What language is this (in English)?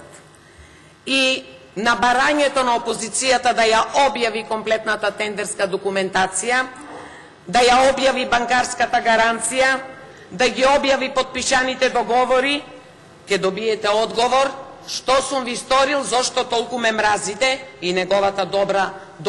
Macedonian